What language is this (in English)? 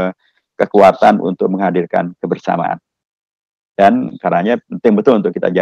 Indonesian